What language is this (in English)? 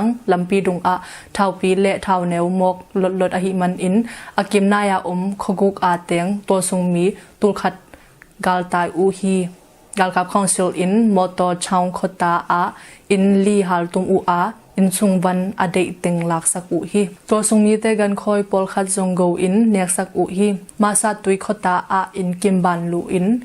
Tedim Chin